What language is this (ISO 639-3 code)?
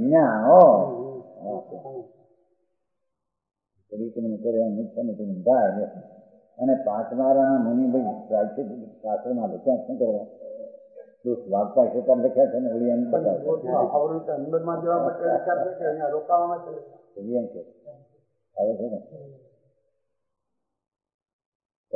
guj